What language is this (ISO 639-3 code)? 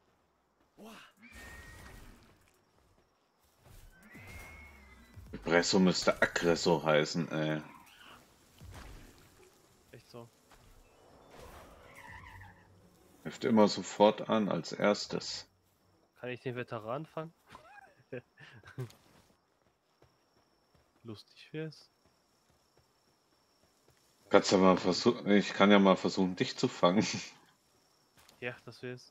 deu